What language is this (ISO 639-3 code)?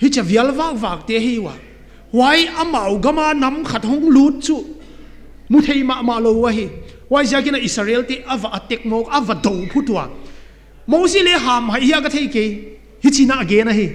pck